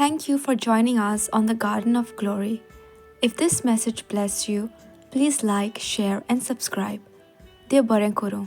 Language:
Konkani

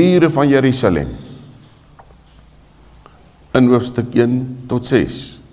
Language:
Afrikaans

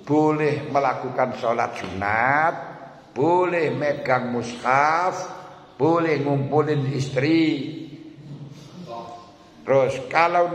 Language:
Indonesian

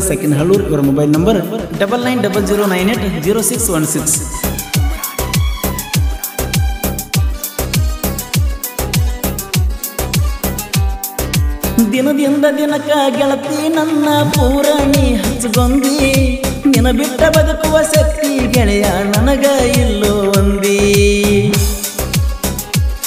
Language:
Kannada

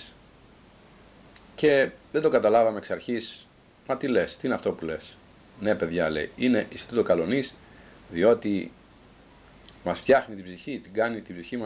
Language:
Greek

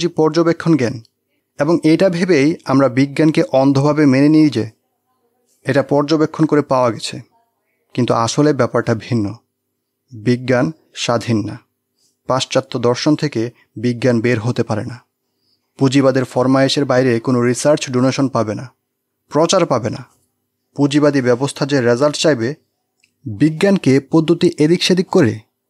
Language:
Bangla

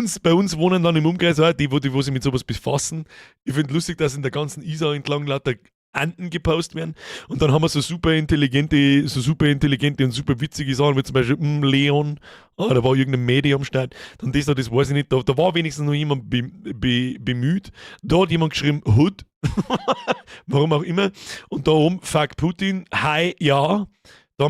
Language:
Bavarian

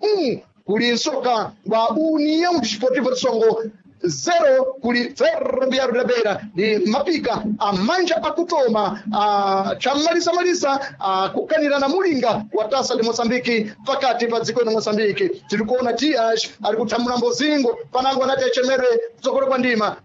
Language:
Sena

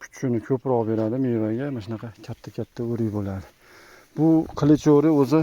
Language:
Uzbek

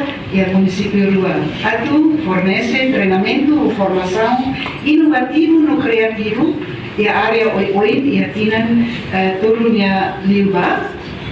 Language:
Tetum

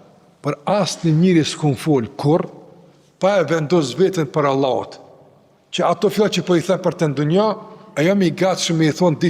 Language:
Albanian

